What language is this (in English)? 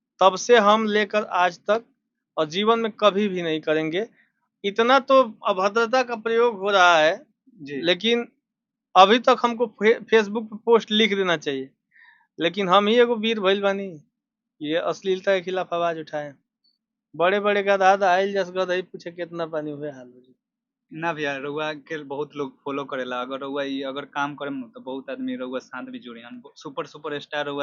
Bhojpuri